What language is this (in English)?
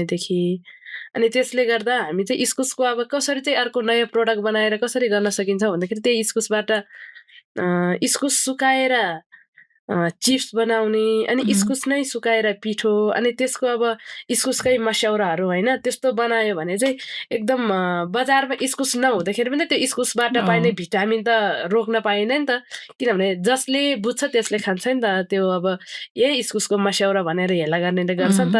Nepali